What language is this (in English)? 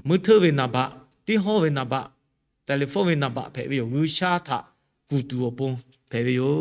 Lahu